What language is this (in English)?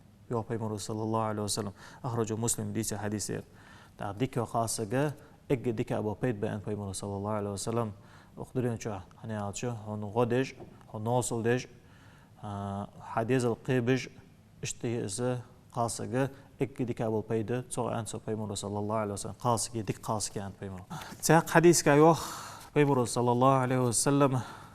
Ingush